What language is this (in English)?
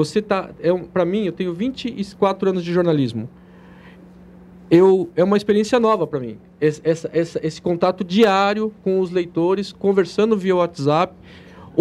Portuguese